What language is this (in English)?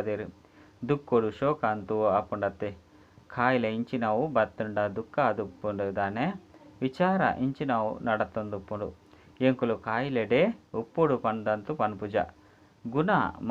Tulu